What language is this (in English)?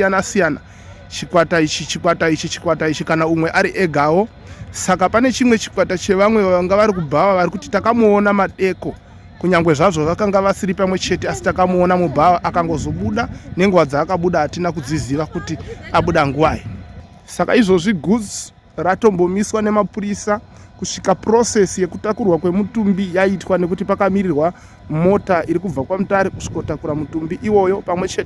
Shona